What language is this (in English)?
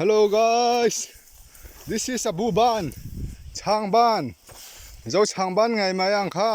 Mizo